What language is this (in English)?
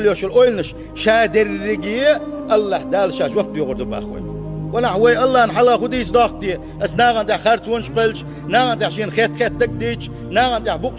Chechen